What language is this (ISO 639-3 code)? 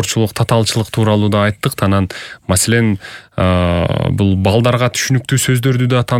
kir